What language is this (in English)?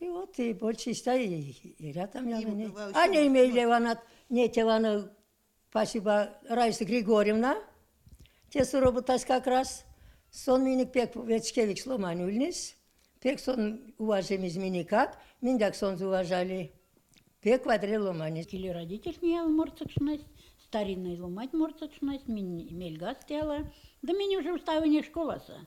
Erzya